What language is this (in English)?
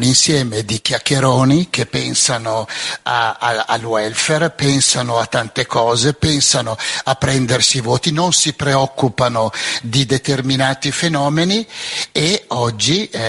Italian